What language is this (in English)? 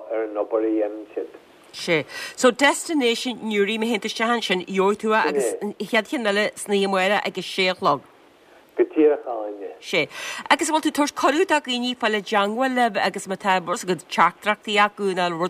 Irish